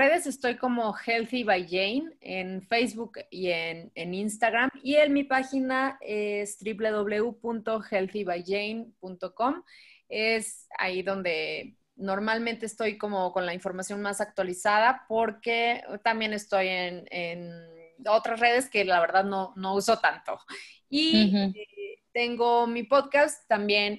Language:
Spanish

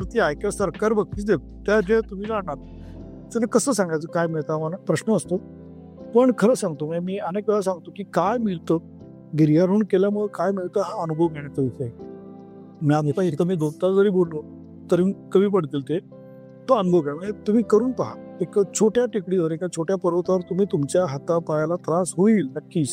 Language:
Marathi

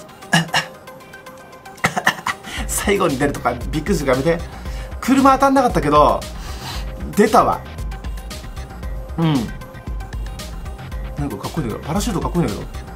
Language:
Japanese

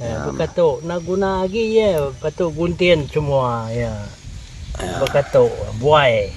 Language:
Iban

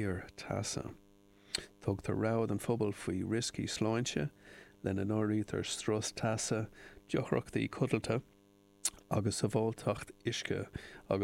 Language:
Irish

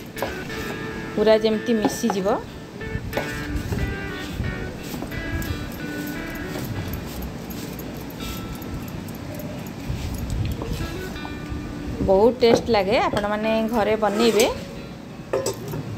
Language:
Odia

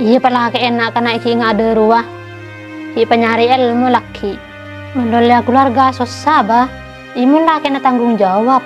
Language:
Madurese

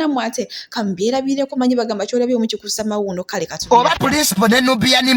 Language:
Ganda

